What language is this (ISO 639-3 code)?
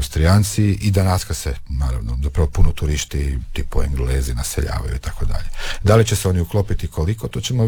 hrv